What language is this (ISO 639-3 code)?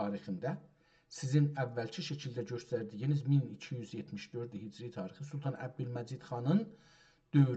azb